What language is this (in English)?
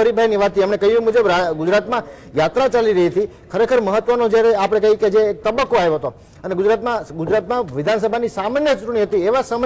Gujarati